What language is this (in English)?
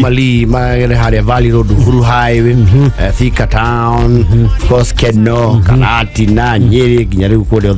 Kikuyu